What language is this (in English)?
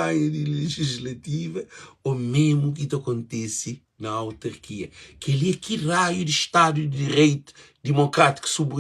Kabuverdianu